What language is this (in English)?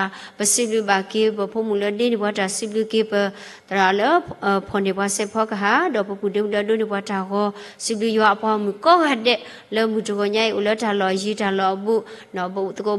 S'gaw Karen